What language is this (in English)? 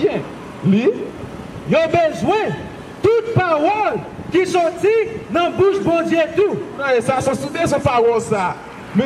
Haitian Creole